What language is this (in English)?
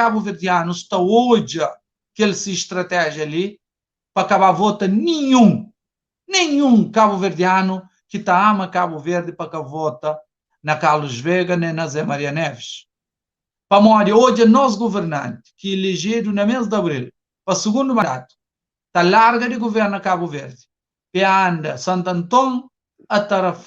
Kabuverdianu